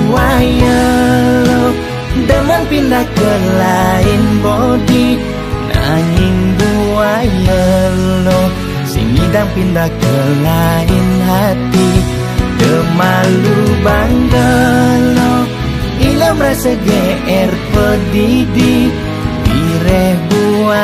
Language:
Balinese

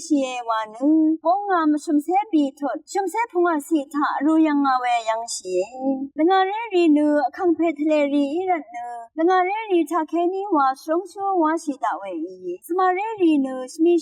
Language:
Rawang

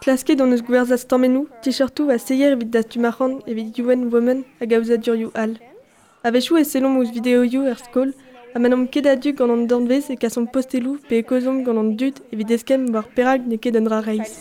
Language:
Breton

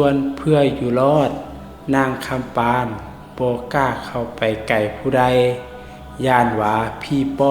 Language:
Lao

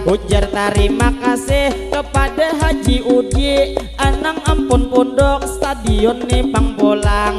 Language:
Banjar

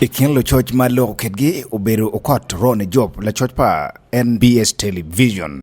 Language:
Acoli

